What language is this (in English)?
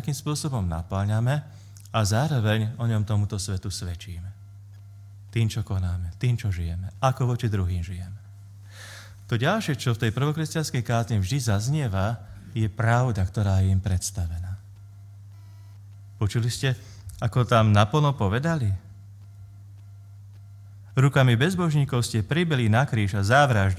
Slovak